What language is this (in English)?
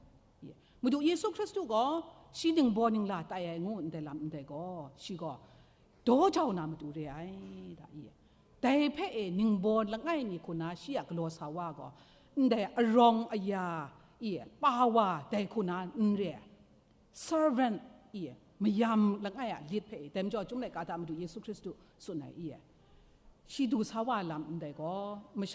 Kachin